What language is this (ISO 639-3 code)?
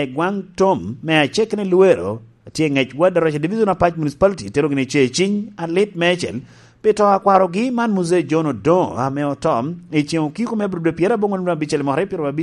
laj